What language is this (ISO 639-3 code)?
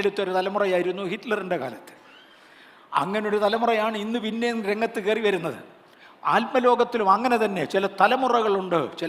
mal